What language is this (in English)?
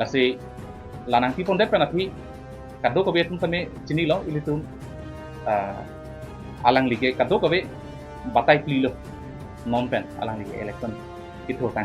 Karbi